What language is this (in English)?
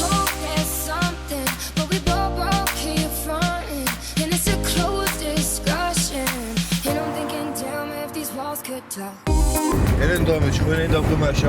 Ossetic